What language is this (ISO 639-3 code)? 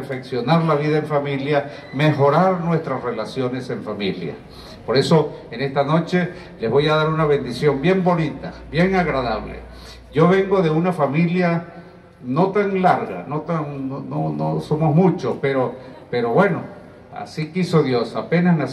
spa